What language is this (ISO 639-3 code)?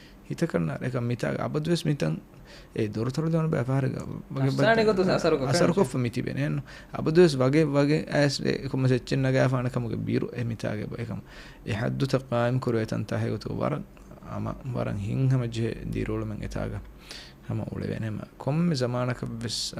div